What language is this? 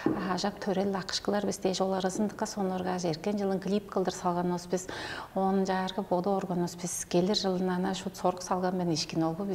Tuvinian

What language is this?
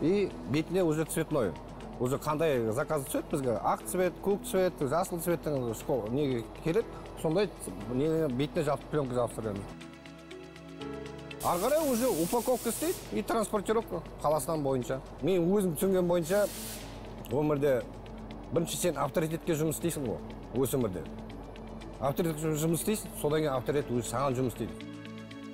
Kazakh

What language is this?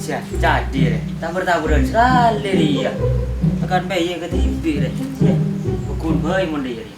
Madurese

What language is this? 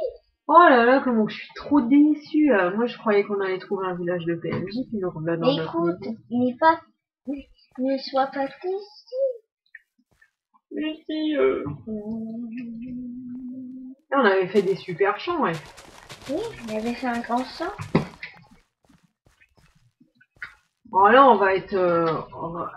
French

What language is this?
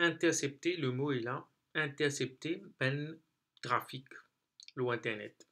Morisyen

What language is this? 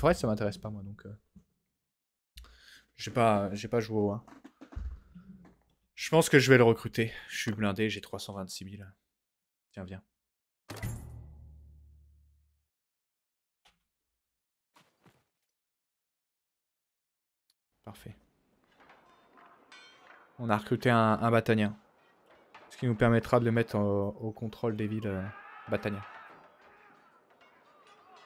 French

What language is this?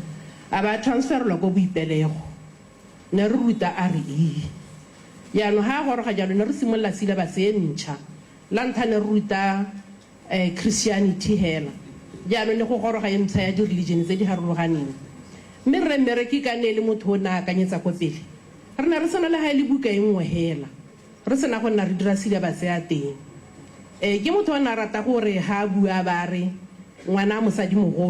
Tswana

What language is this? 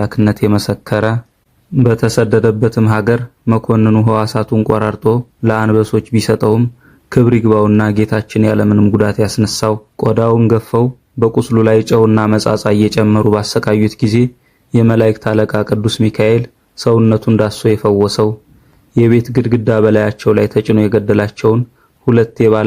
Amharic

